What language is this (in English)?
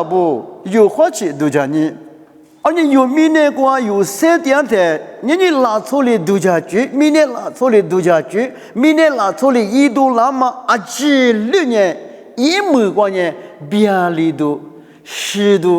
Lisu